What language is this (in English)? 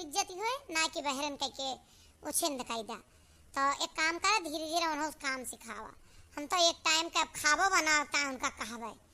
Awadhi